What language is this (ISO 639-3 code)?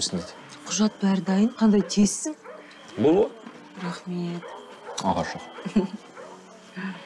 kaz